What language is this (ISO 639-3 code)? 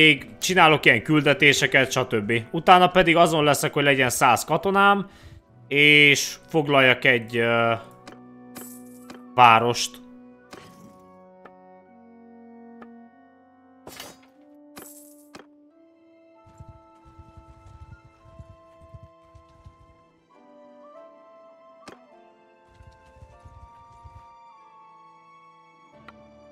hun